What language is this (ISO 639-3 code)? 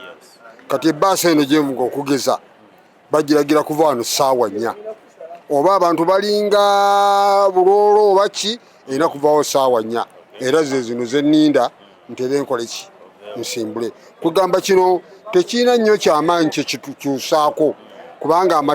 lug